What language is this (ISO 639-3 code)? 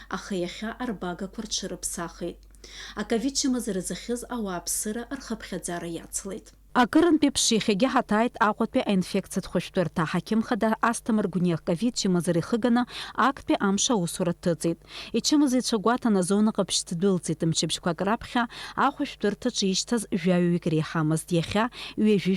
abk